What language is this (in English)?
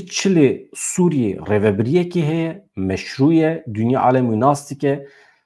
Kurdish